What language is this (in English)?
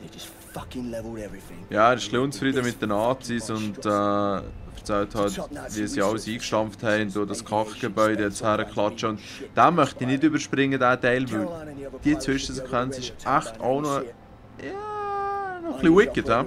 Swiss German